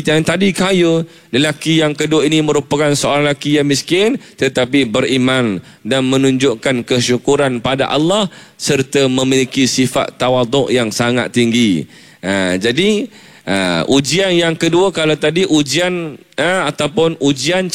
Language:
Malay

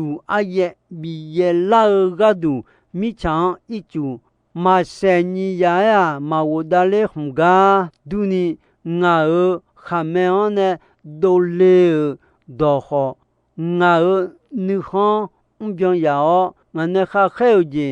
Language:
Akha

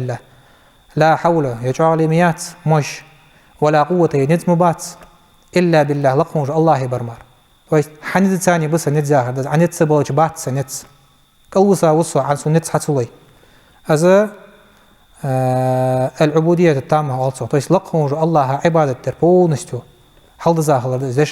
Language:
Ingush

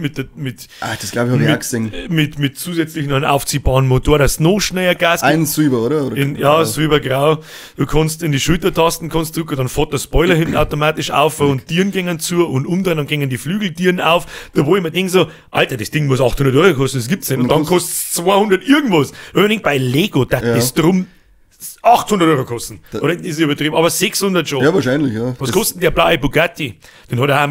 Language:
Bavarian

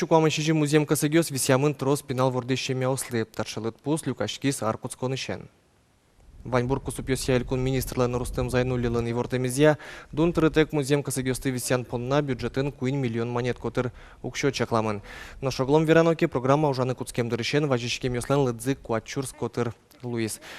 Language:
Udmurt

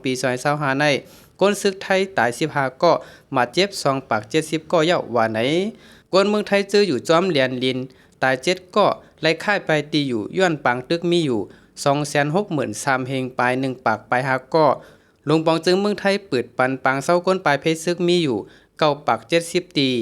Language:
Shan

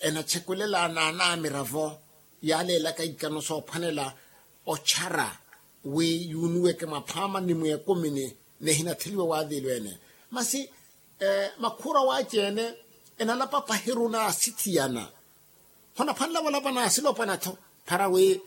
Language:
Makhuwa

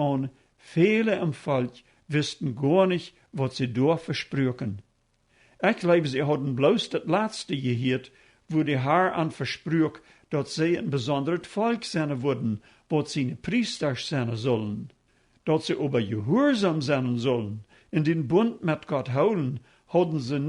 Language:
Plautdietsch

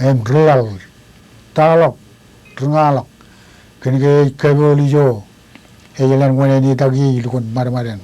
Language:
Marshallese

